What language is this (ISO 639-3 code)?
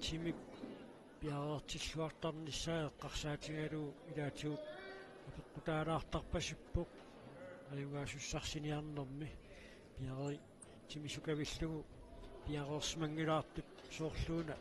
kal